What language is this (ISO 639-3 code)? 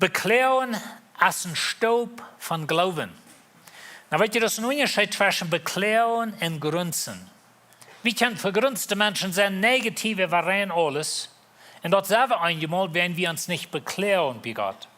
pdt